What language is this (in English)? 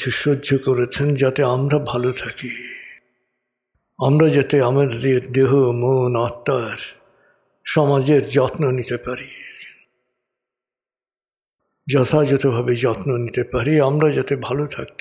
Bangla